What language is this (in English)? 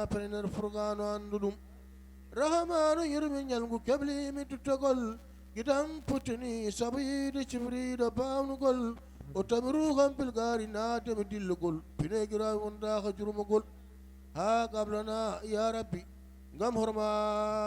Fula